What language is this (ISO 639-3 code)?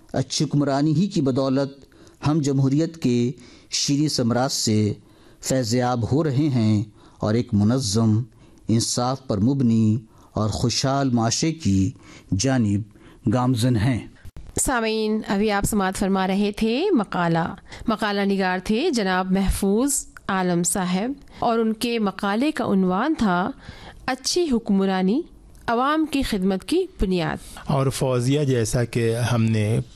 urd